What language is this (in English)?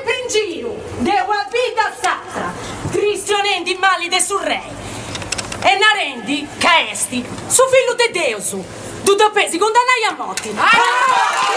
Sardinian